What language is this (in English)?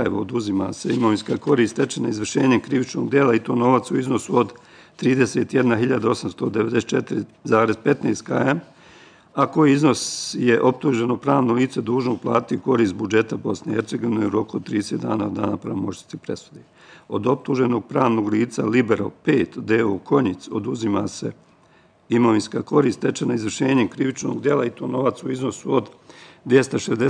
Bosnian